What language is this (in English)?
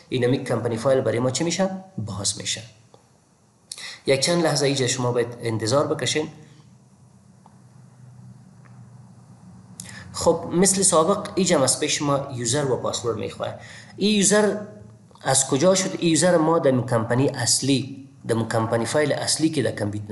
Persian